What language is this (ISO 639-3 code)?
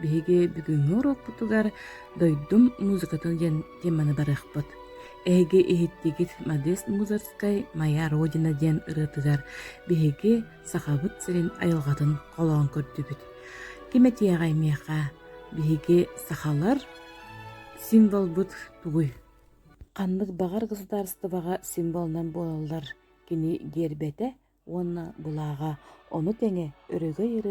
sah